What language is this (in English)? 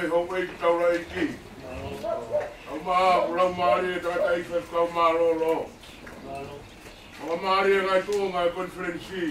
Tongan